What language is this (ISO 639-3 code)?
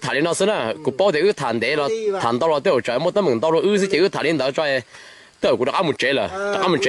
hmn